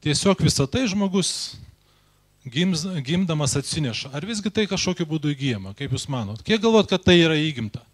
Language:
Lithuanian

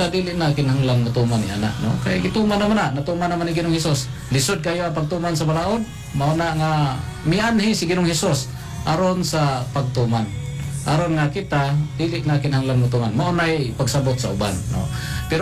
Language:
Cebuano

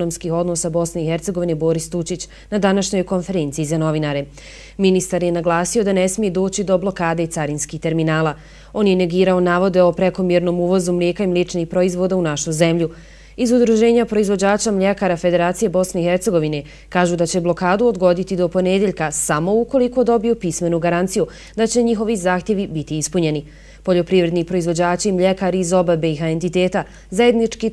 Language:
Bosnian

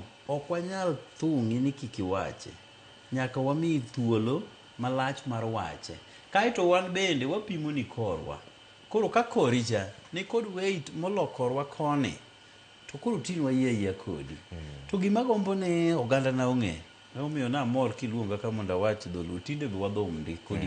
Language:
Luo (Kenya and Tanzania)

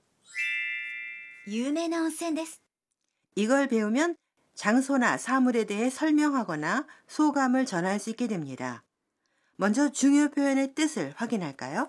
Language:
Korean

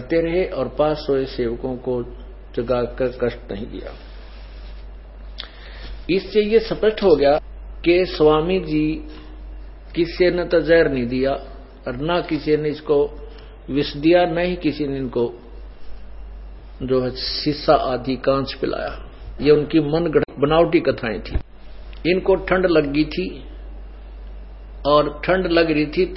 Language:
Hindi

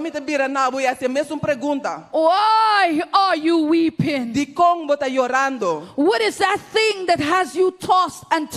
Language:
Papiamento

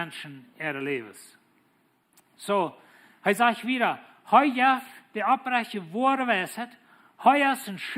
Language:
Plautdietsch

